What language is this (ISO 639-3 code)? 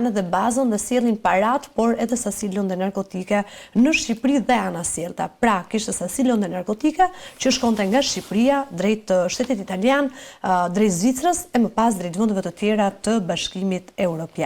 sqi